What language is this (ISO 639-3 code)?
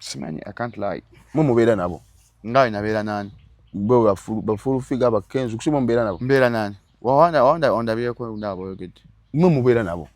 lug